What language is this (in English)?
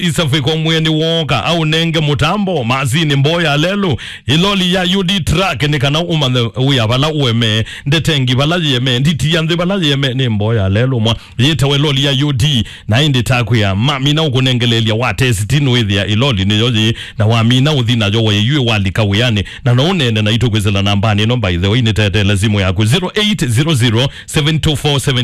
Kamba